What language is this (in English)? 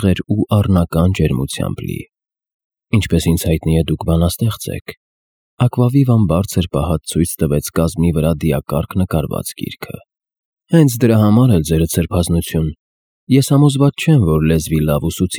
Armenian